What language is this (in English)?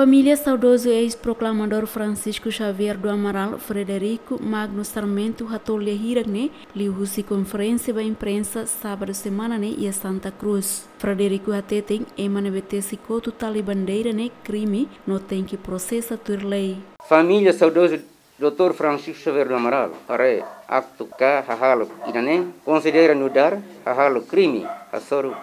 Tetum